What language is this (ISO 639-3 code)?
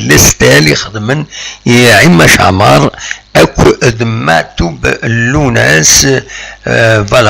kab